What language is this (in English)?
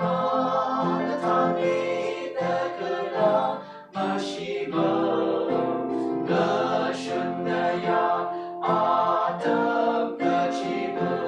Tangkhul Naga (India)